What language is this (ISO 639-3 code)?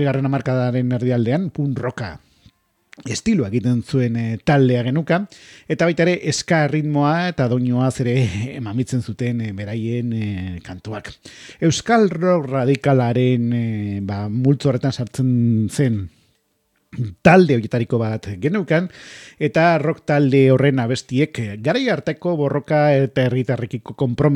eus